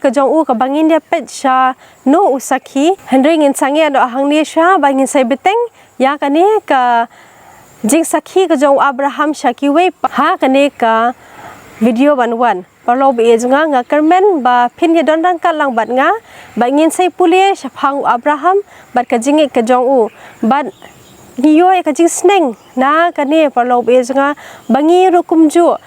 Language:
Khasi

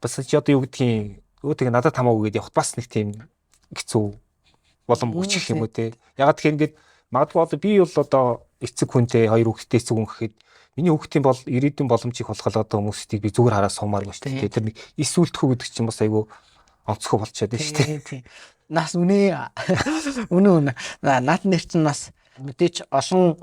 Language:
Mongolian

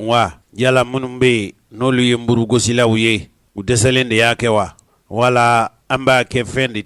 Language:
Bambara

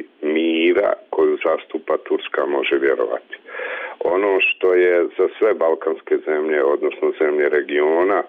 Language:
Bosnian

